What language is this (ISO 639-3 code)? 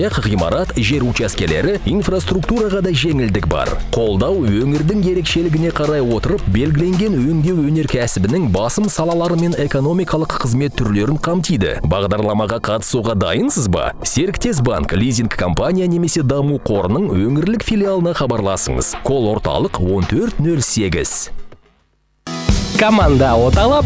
kaz